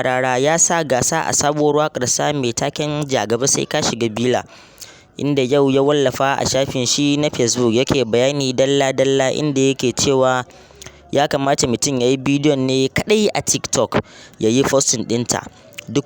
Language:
Hausa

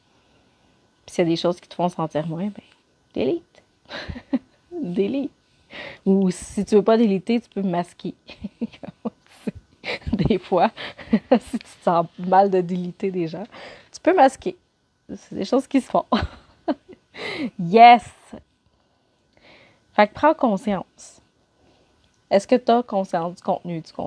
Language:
French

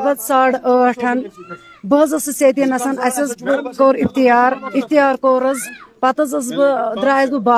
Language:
Kashmiri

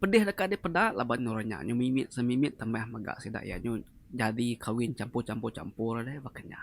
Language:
Iban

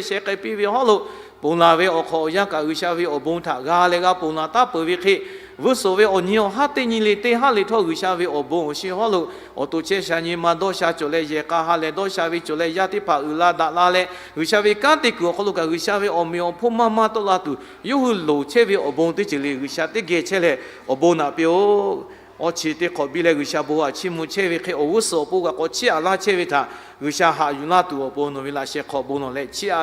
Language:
Lahu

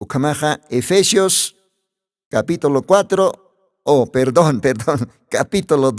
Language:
Aymara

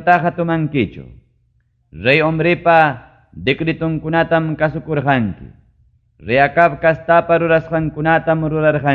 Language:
Ayacucho Quechua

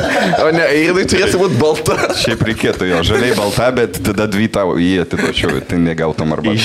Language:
Lithuanian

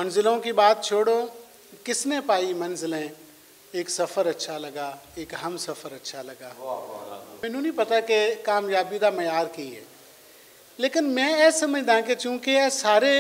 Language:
Western Panjabi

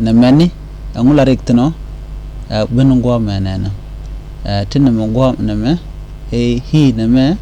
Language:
Nuer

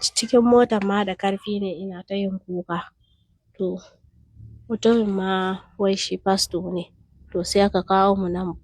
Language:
Hausa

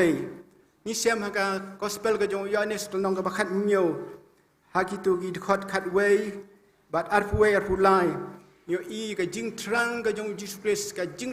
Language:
Khasi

